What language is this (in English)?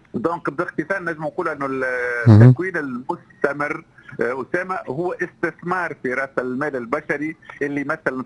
Tunisian Arabic